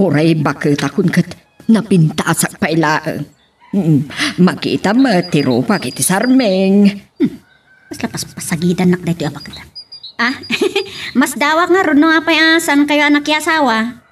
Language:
Iloko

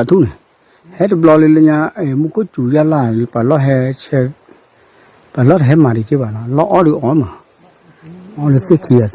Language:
S'gaw Karen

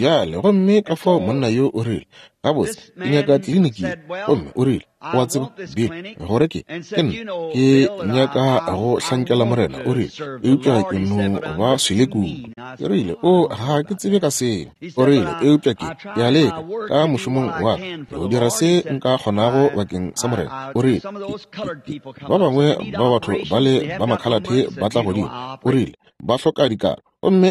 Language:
Northern Sotho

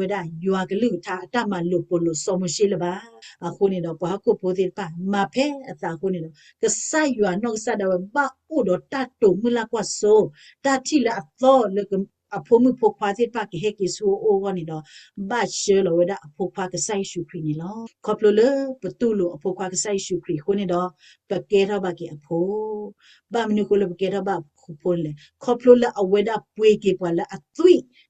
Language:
S'gaw Karen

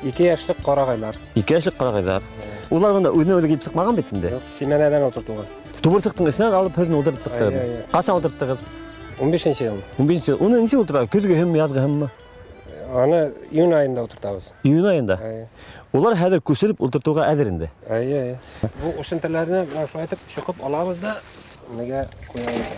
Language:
Bashkir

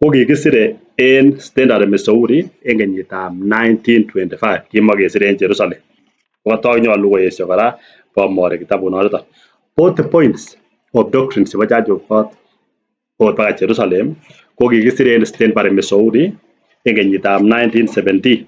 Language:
Kalenjin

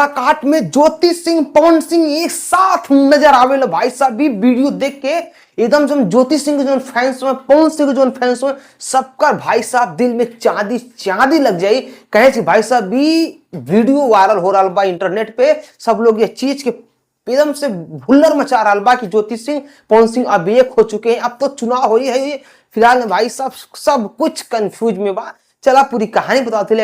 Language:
Bhojpuri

